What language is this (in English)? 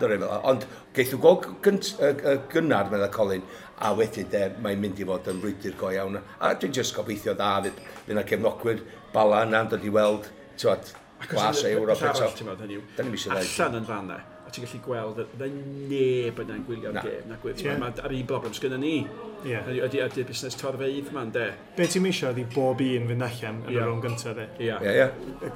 Welsh